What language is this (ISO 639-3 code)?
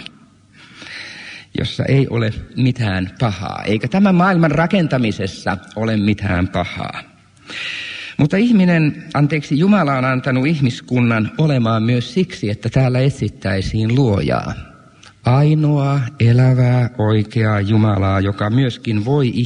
fin